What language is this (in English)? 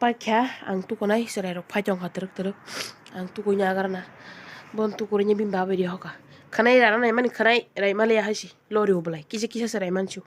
Kok Borok